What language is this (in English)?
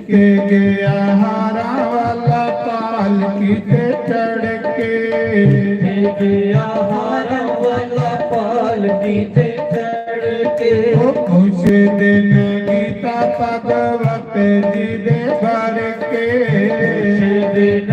Dogri